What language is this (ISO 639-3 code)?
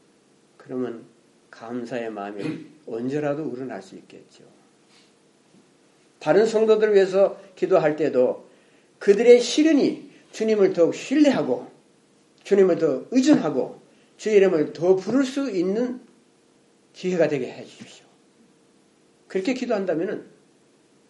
kor